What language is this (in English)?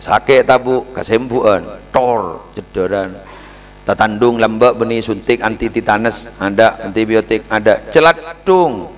Madurese